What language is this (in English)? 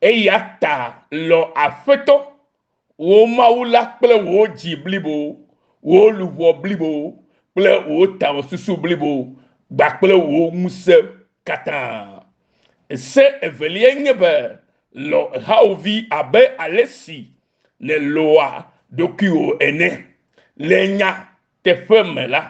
Ewe